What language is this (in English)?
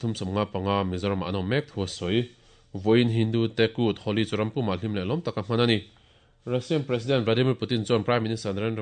Mizo